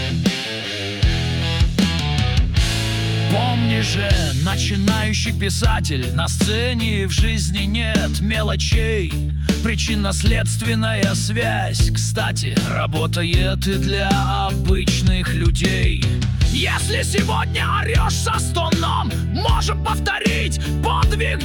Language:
Russian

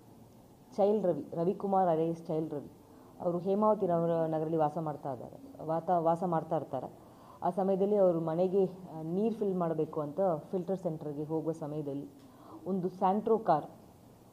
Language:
Kannada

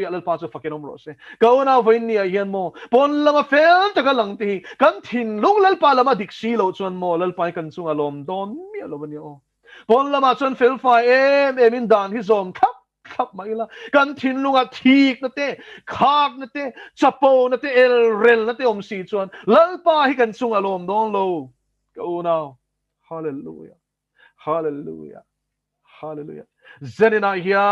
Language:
Mizo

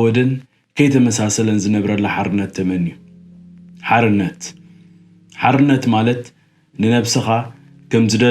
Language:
Tigrinya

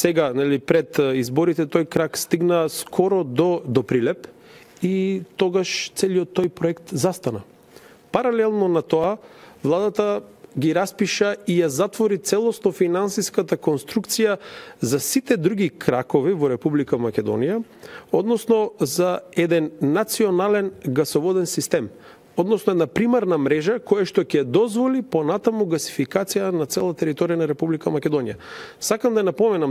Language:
Macedonian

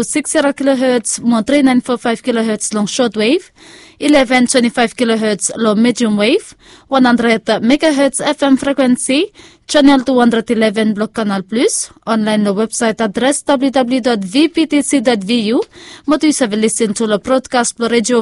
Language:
Bislama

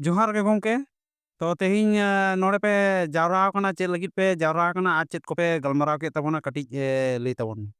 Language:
Santali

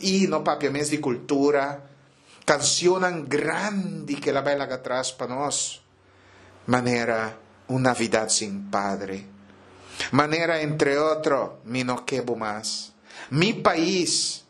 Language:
Papiamento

